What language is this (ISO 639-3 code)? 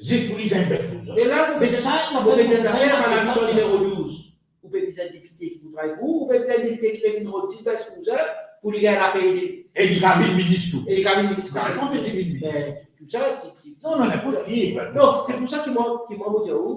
mfe